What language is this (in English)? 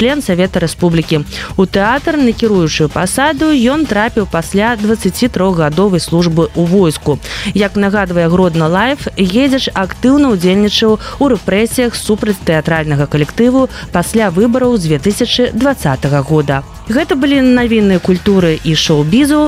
Belarusian